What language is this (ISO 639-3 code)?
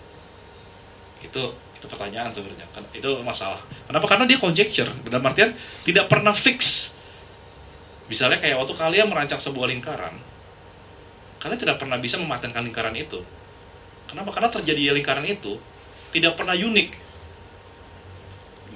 ind